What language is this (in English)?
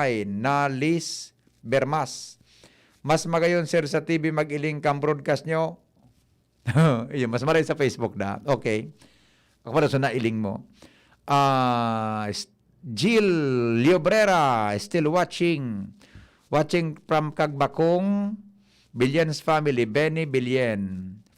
Bikol